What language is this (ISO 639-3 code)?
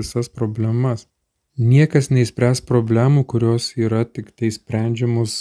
lit